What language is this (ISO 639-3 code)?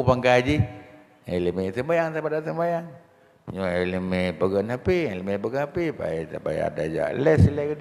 ace